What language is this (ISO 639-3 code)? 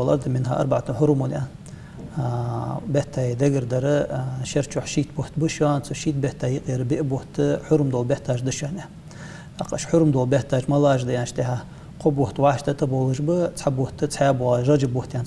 inh